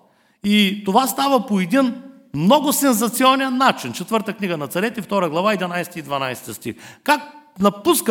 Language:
Bulgarian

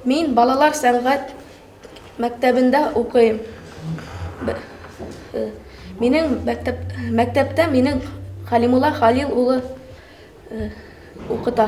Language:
Bashkir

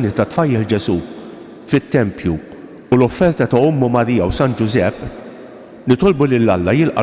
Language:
Maltese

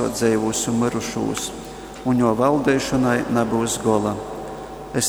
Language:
Latgalian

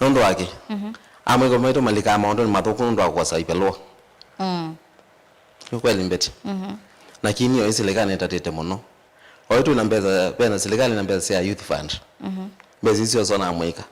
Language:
Kamba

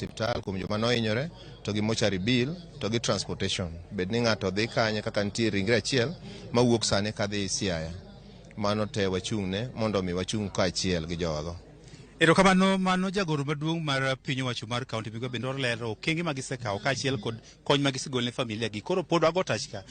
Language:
Luo (Kenya and Tanzania)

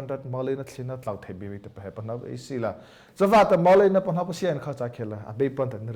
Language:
Mara Chin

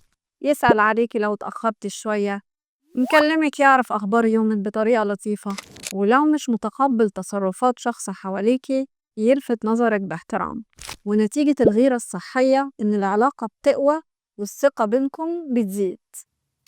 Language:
Egyptian Arabic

